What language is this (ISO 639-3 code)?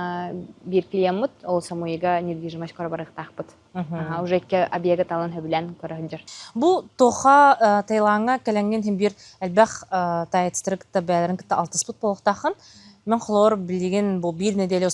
sah